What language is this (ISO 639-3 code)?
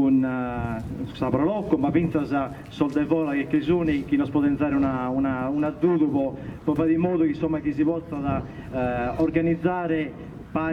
srd